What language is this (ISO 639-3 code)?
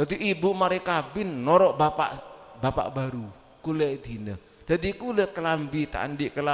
mad